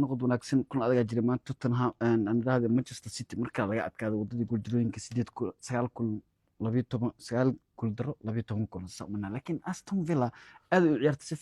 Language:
Somali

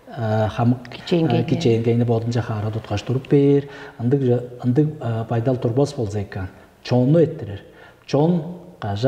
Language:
Tuvinian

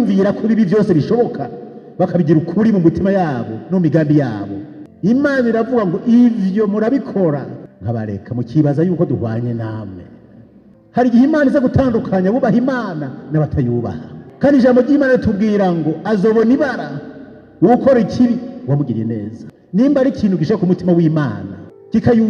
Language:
Rundi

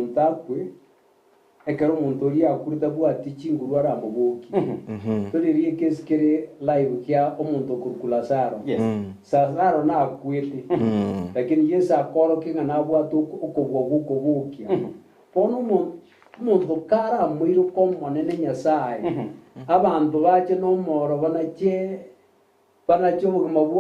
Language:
Gusii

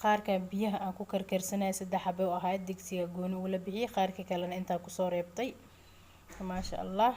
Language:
Somali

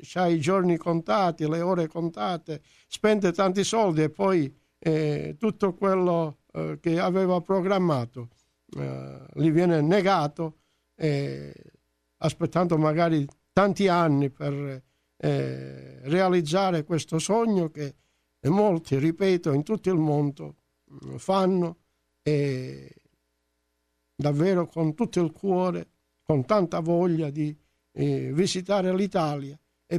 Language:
Italian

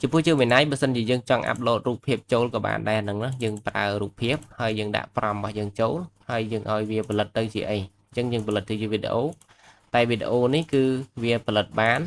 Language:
Khmer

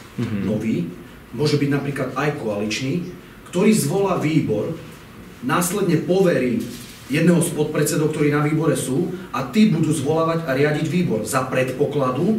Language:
Slovak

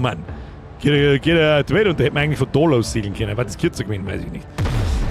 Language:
Bavarian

